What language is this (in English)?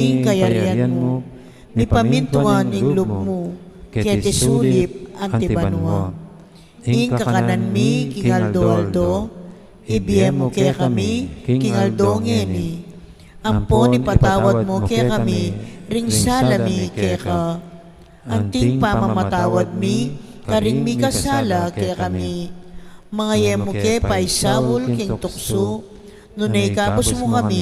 Pampanga